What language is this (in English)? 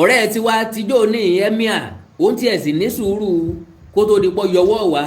Yoruba